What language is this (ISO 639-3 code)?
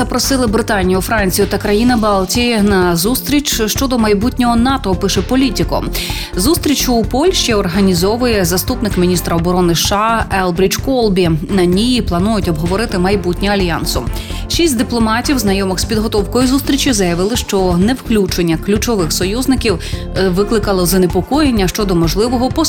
ukr